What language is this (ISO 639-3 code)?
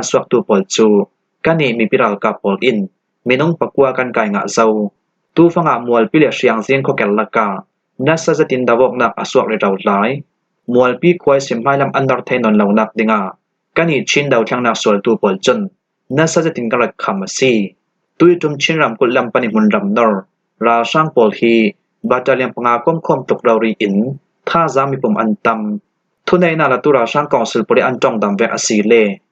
cfm